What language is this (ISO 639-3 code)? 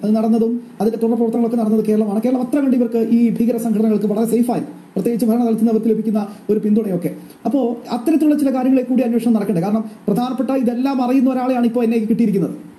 mal